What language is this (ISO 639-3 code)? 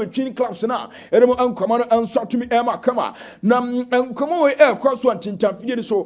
aka